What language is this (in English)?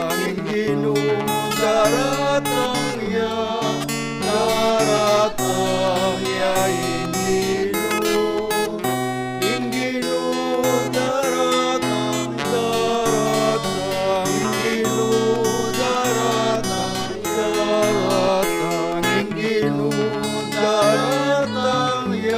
Pampanga